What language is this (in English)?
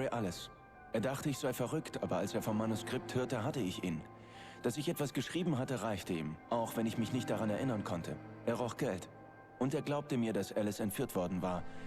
Bavarian